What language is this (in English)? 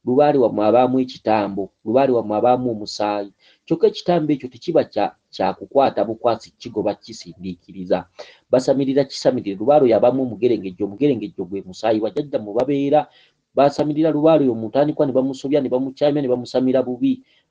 Ganda